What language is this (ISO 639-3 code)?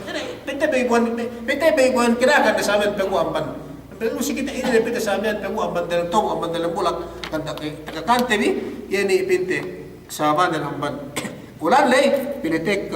yka